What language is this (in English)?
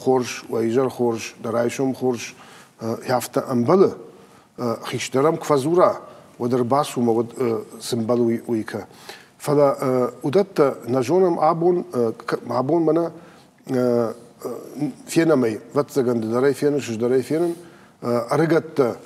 Ossetic